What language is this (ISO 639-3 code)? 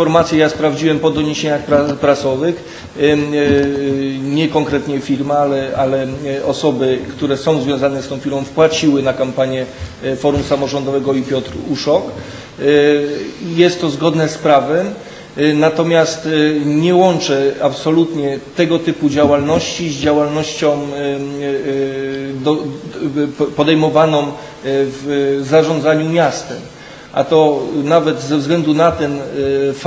pol